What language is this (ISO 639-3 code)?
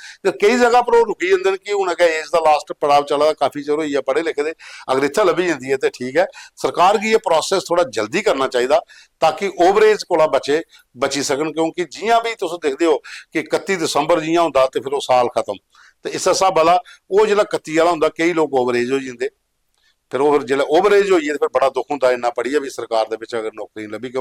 doi